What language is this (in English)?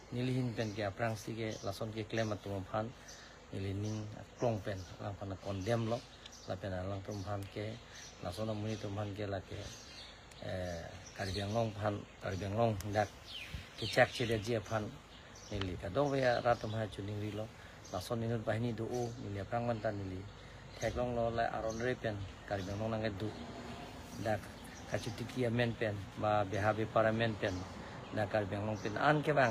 Karbi